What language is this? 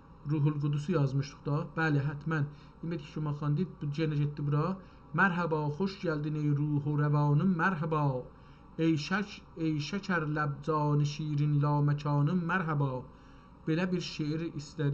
South Azerbaijani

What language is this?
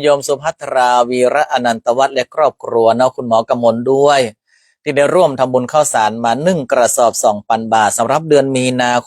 Northern Thai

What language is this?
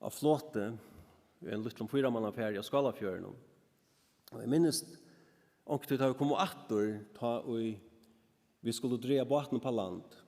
Faroese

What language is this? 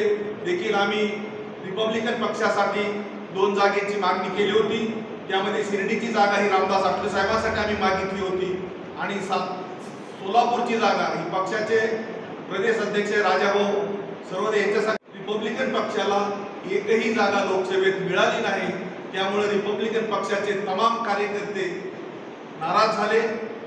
Marathi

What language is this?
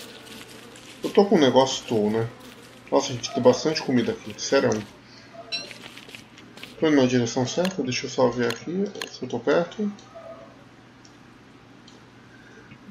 Portuguese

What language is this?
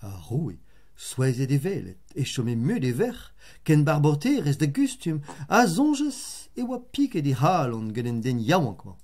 Breton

